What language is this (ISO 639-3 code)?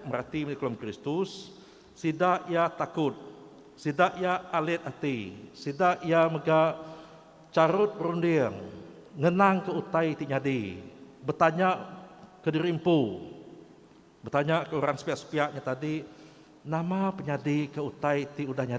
iba